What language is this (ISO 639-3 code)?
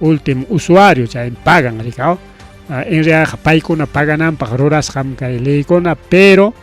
quy